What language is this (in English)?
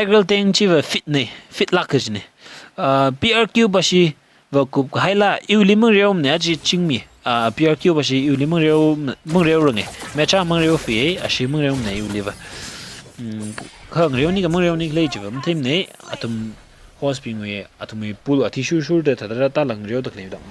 Tangkhul Naga (India)